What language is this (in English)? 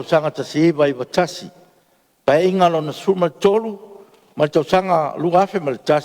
Samoan